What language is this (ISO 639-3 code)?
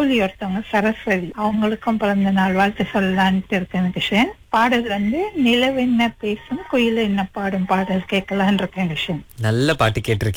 tam